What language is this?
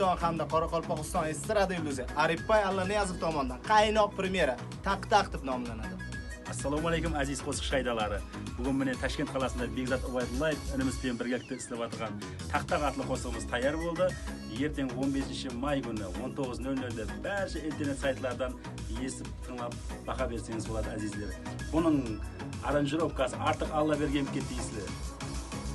Kara-Kalpak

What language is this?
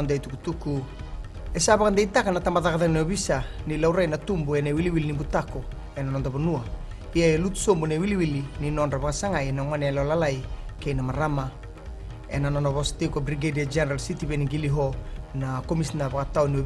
Fijian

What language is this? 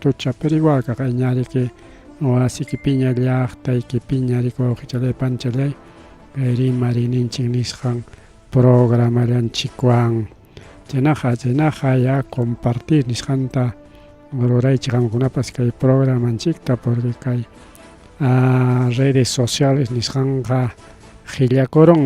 Ayacucho Quechua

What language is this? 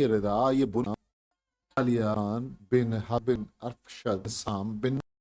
Eastern Balochi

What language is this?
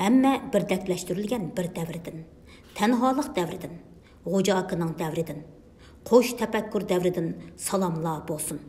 Uyghur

